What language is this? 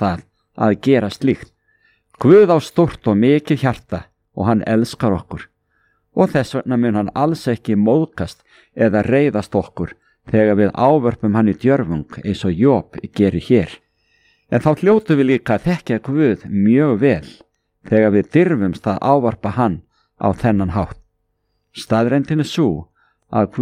Icelandic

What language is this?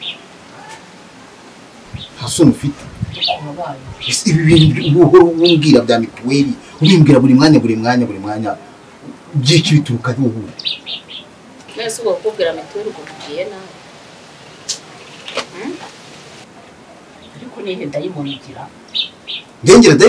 Kinyarwanda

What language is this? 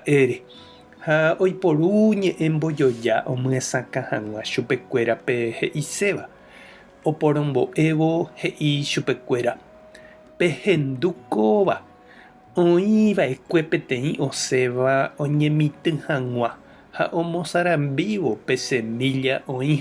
Guarani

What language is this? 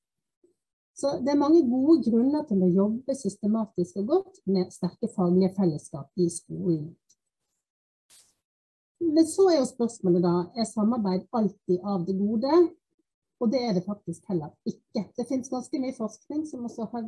Norwegian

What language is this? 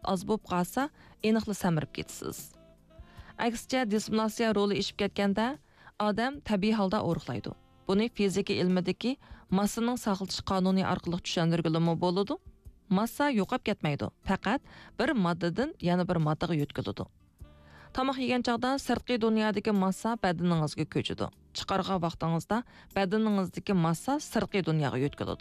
Uyghur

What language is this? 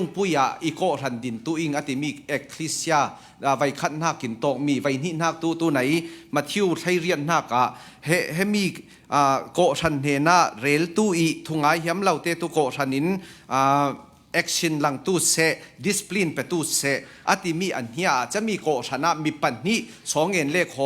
Falam Chin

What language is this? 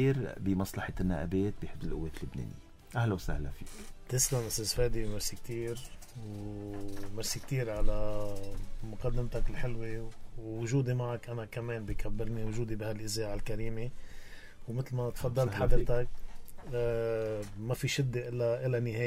North Levantine Arabic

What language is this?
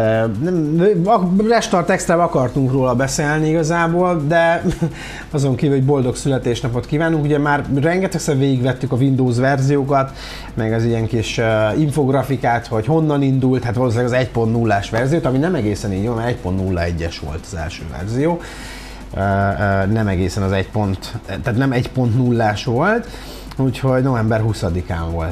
Hungarian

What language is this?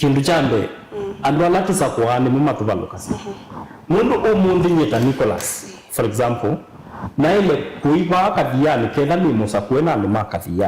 Kamba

